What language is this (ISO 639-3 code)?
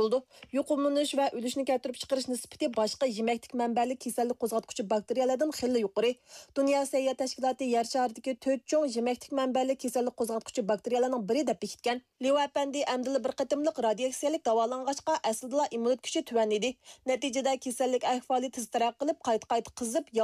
uig